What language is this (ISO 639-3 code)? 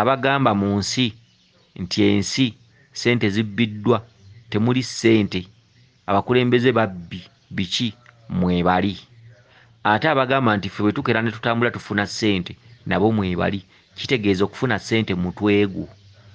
lug